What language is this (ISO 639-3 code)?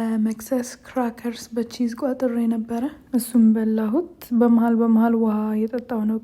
amh